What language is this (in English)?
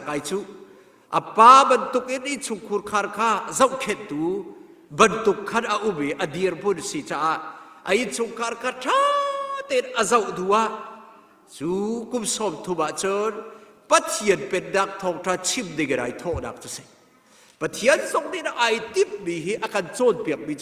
Hakha Chin